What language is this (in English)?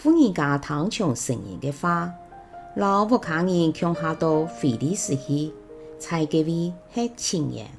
Hakka Chinese